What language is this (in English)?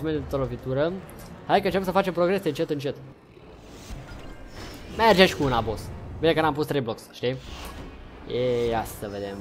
Romanian